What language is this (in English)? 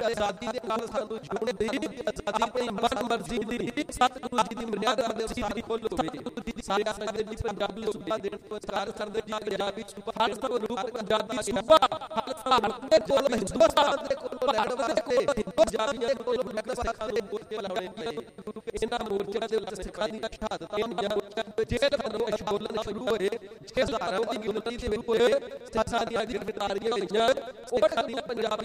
Punjabi